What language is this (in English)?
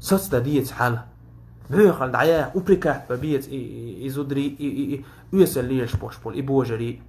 Chechen